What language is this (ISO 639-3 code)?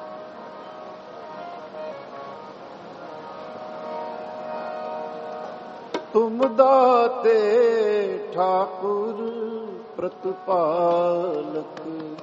pan